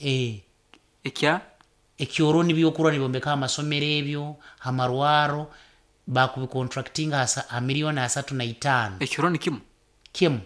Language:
Nyoro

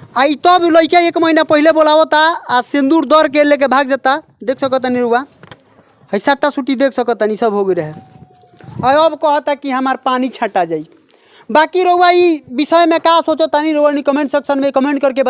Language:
Bhojpuri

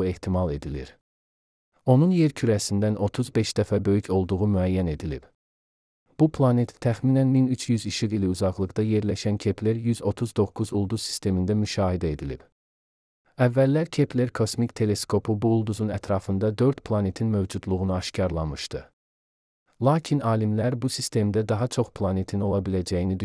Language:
Azerbaijani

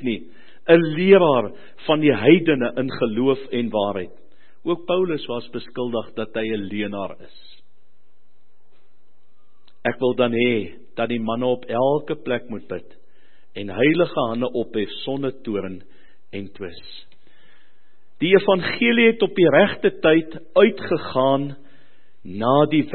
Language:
Afrikaans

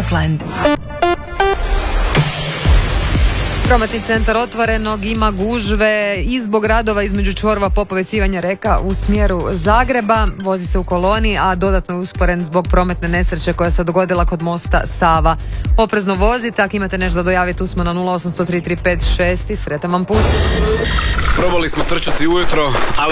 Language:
Croatian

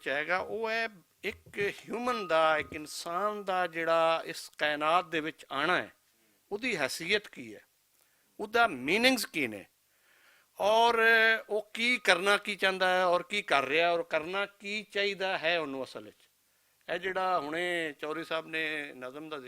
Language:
Western Panjabi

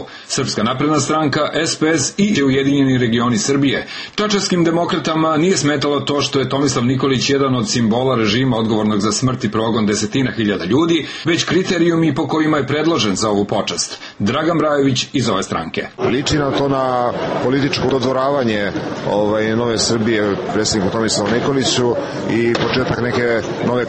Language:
Serbian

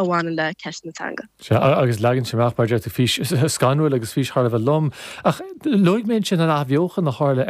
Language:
Irish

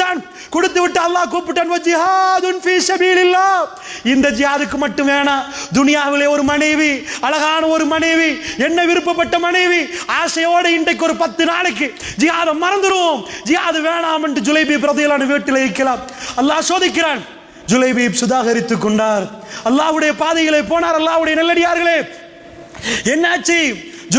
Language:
Tamil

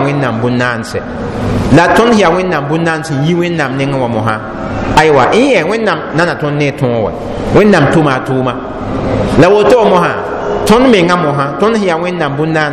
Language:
Mossi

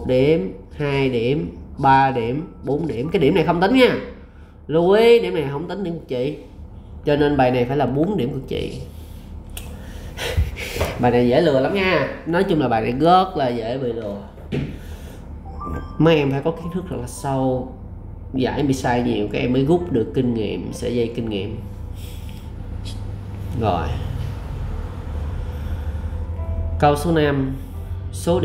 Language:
Vietnamese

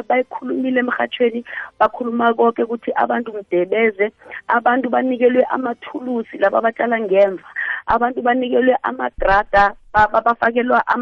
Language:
South Ndebele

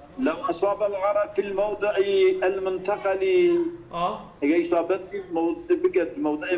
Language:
Kurdish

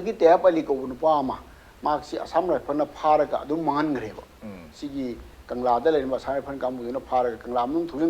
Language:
Manipuri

